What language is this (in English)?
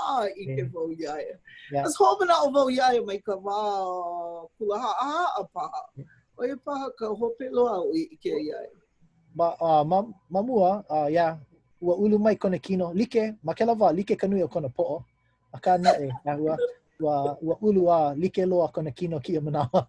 Hawaiian